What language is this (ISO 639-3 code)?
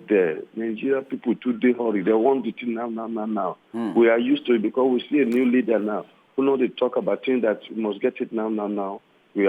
pcm